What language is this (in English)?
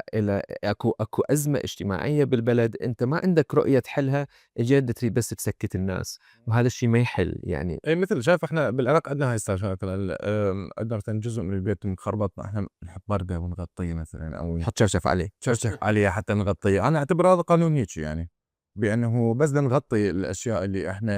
Mesopotamian Arabic